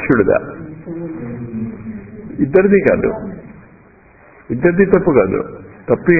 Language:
Telugu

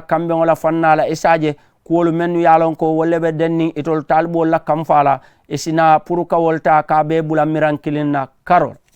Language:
Mandingo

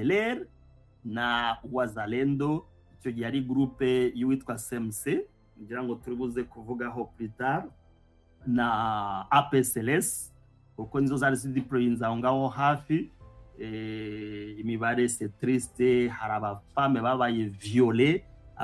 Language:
Kinyarwanda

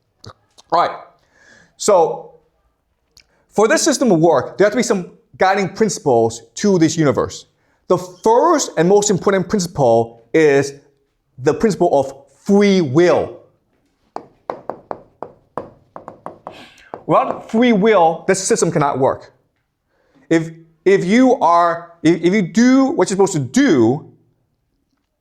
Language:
English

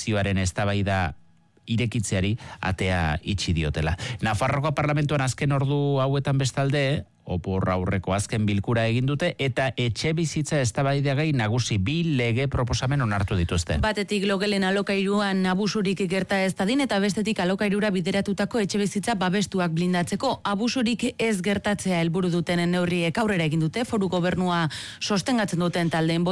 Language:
Basque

